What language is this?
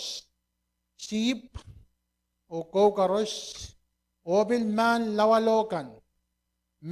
Pohnpeian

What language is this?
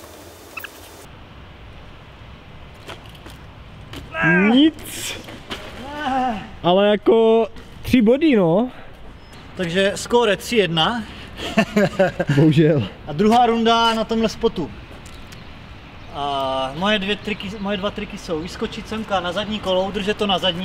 Czech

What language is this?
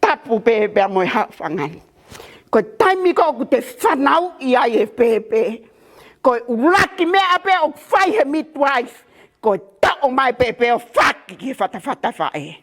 Tongan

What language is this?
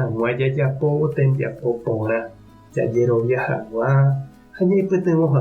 Guarani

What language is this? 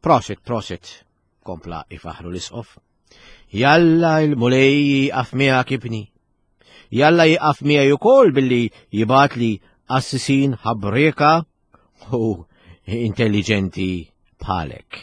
Maltese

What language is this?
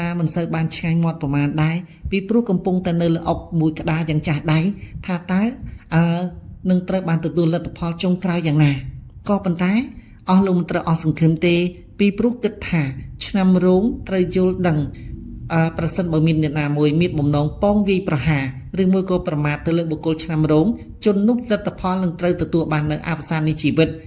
Khmer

